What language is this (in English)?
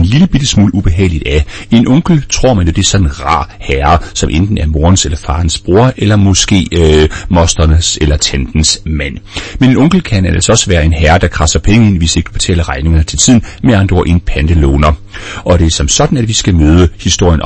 Danish